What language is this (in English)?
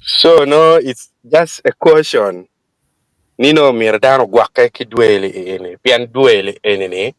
Acoli